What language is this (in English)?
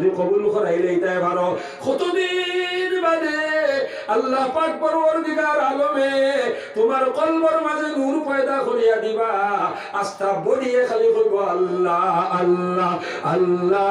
Sylheti